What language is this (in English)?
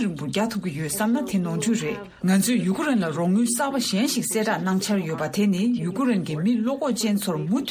Tibetan